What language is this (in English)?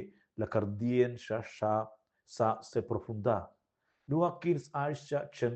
Romansh